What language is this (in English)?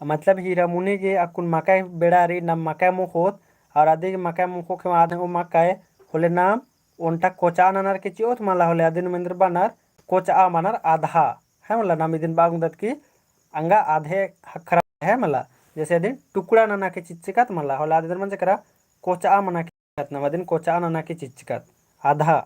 Kurukh